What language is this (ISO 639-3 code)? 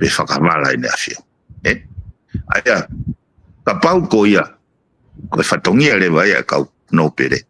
ton